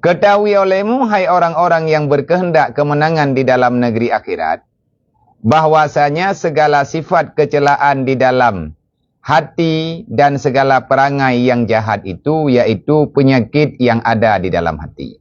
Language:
Achinese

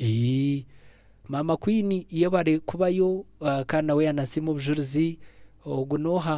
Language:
Nyankole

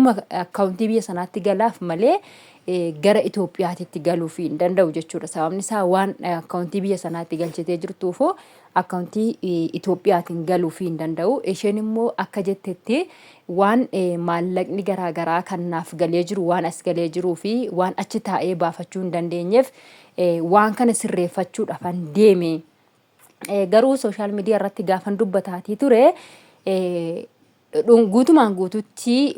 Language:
Oromo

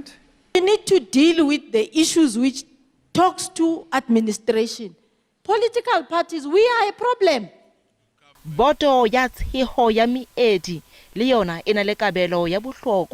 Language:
Southern Sotho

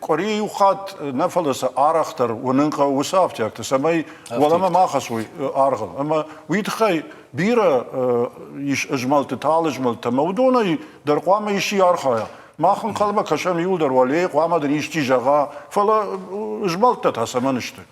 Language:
Ossetic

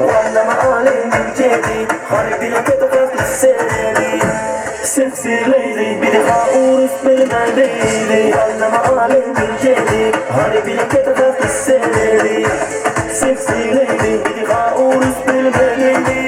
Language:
Turkmen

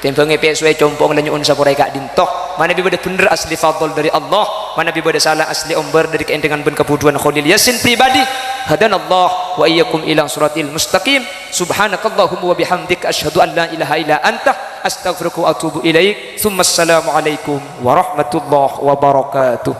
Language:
Madurese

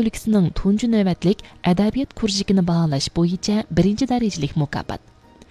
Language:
Uyghur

